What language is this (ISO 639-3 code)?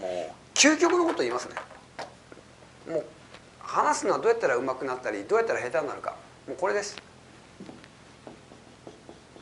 jpn